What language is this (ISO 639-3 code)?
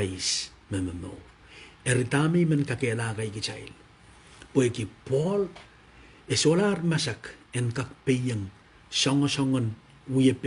pon